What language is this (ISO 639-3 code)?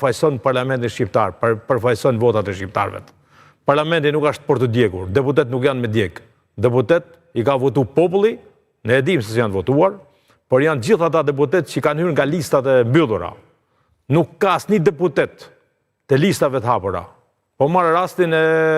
sqi